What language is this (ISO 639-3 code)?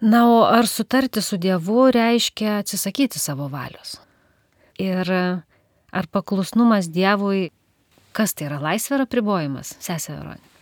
lit